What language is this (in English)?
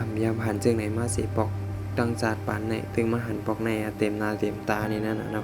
Shan